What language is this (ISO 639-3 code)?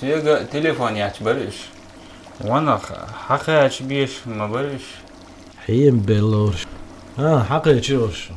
che